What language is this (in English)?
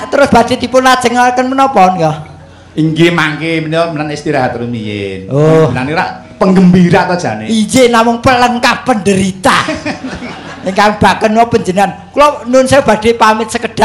Javanese